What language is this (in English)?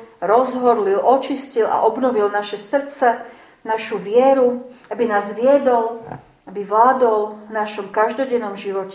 Slovak